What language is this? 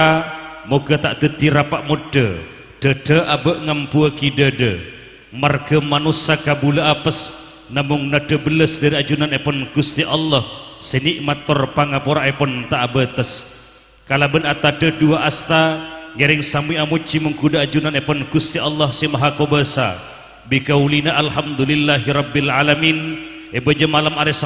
Madurese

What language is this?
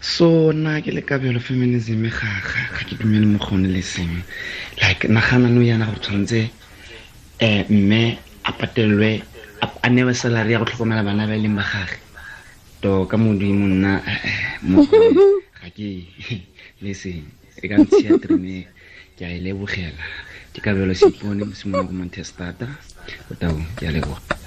Tswana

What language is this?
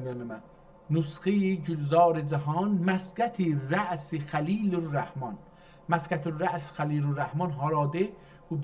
South Azerbaijani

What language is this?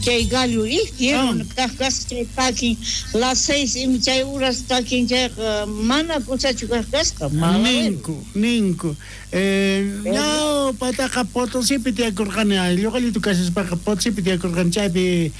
South Bolivian Quechua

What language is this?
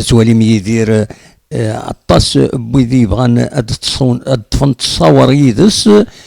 Kabyle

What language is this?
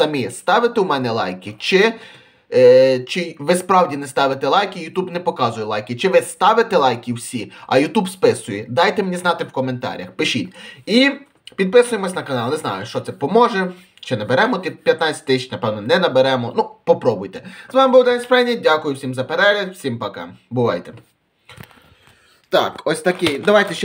Ukrainian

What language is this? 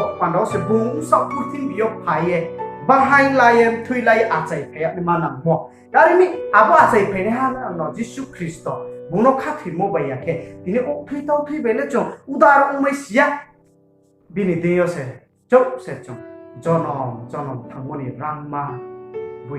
Riang (India)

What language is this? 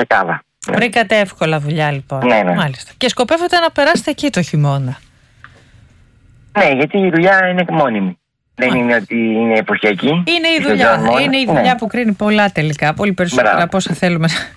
Greek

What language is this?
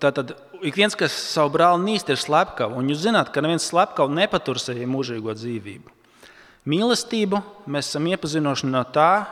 Latvian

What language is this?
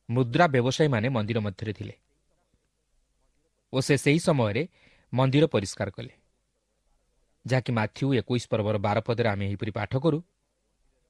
Odia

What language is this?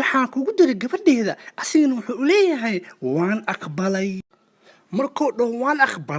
Somali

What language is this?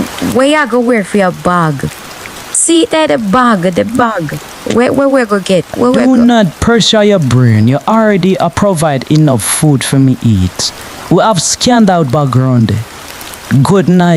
Jamaican Creole English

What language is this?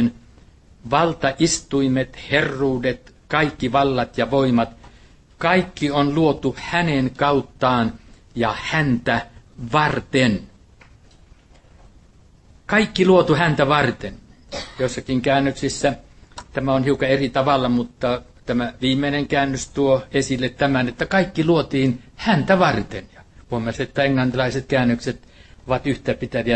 Finnish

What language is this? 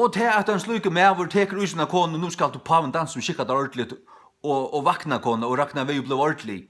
Faroese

